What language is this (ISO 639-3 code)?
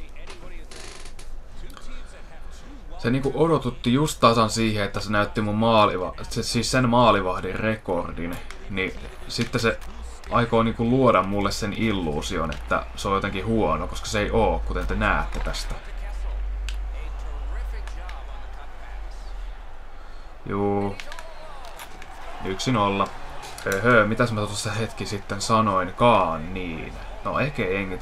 fin